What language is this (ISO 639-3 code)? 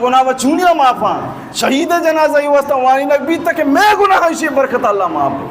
bal